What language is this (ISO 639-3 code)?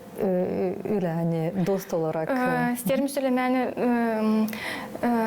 gag